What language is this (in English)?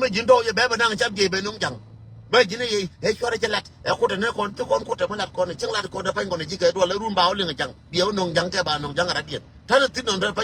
Nuer